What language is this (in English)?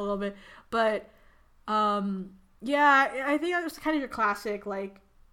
English